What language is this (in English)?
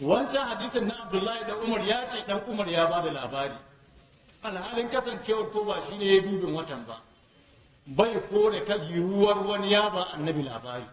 Hausa